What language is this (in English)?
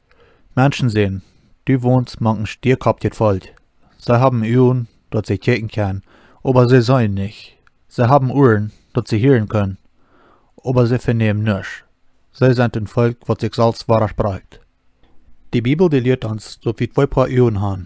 Plautdietsch